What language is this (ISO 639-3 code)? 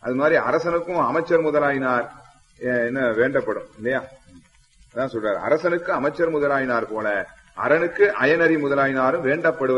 tam